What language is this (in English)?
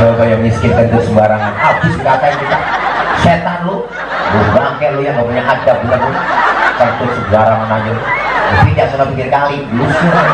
Betawi